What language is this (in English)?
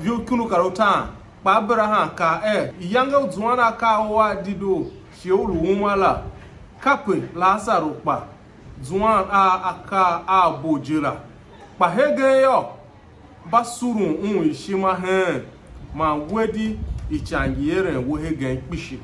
Tiv